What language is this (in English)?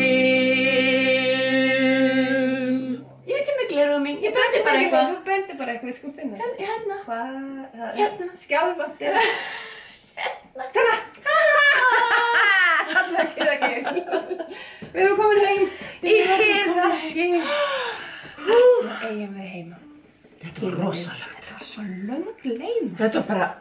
Icelandic